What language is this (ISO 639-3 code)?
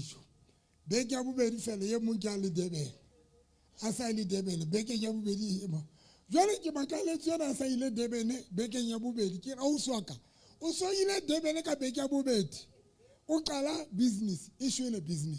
sot